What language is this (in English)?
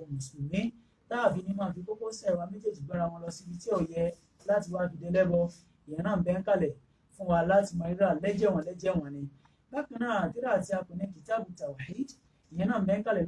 Yoruba